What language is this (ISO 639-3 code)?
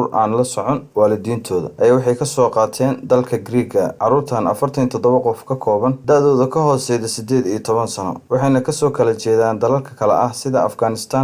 som